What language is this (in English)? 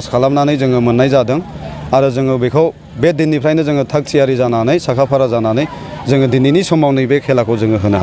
Bodo